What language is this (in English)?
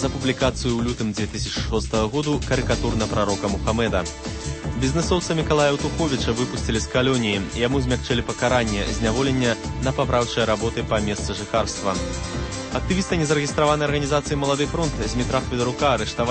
Belarusian